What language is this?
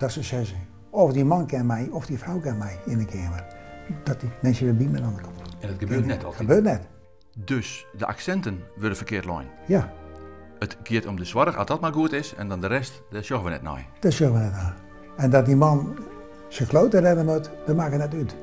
Western Frisian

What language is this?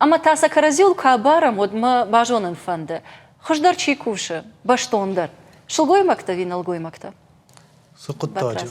Ossetic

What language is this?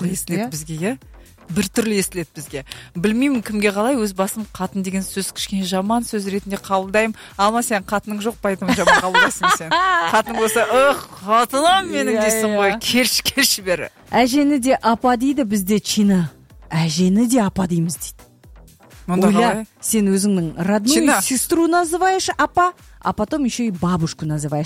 Kazakh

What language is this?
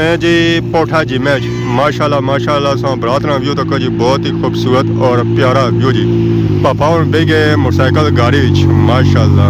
Pahari-Potwari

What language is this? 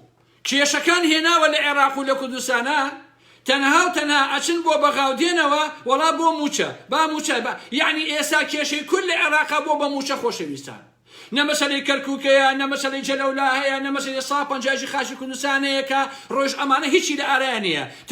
Central Kurdish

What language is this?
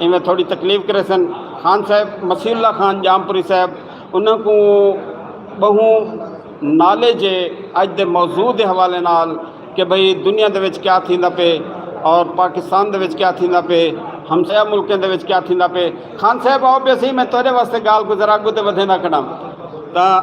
Saraiki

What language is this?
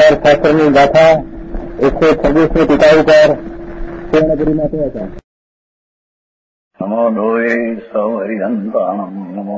Gujarati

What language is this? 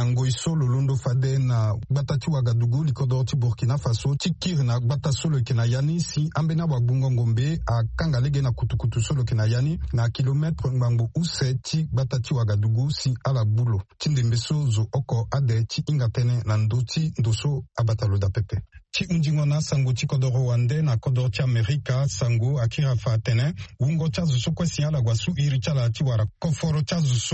Sango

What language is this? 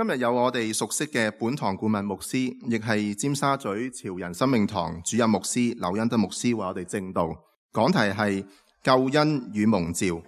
Cantonese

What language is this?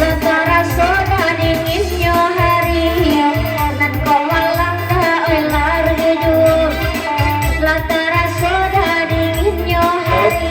Minangkabau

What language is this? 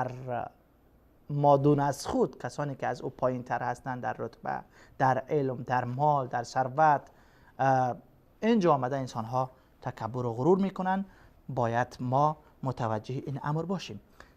Persian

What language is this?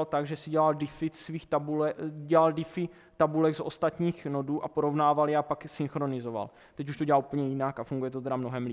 Czech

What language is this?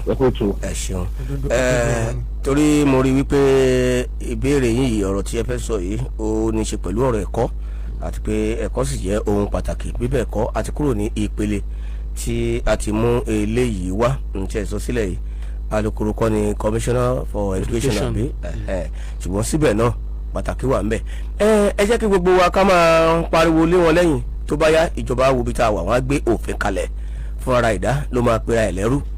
Yoruba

